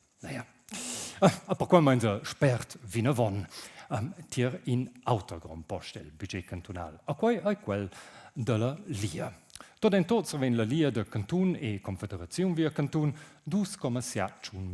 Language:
Romansh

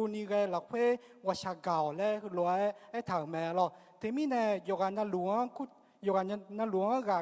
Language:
Akha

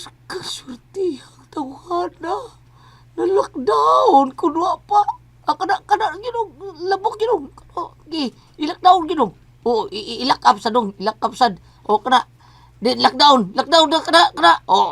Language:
Cebuano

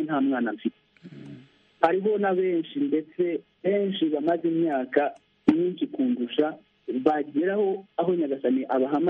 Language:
Kinyarwanda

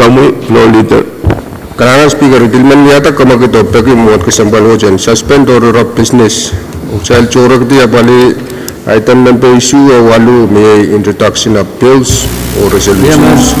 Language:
Pohnpeian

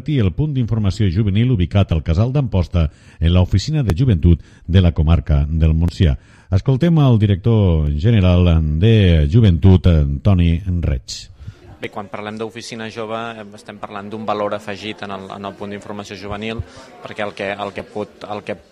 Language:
Catalan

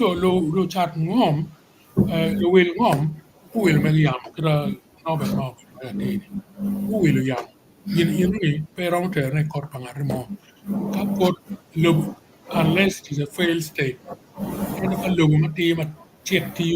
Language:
Acoli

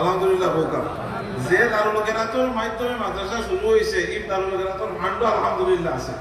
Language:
Sylheti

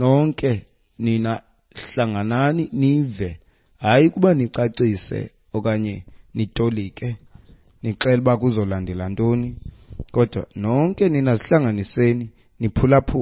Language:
Xhosa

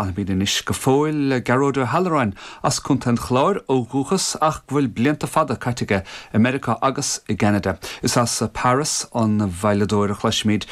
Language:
Irish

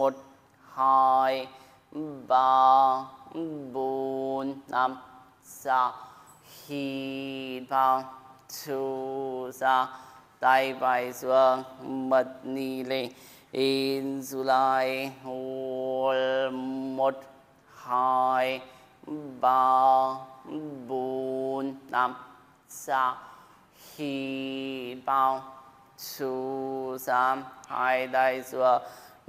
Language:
Vietnamese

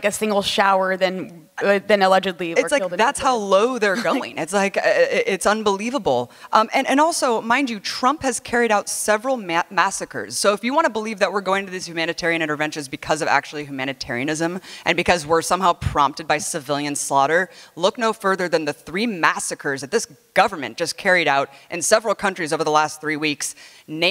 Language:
English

